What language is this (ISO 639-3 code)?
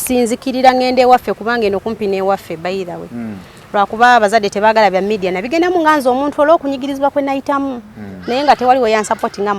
lug